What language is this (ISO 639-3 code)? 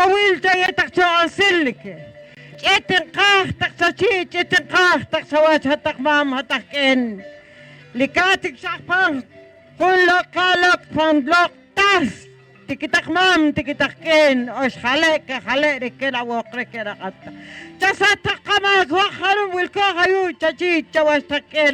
poh